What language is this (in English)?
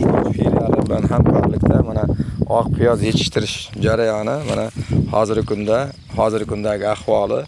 Uzbek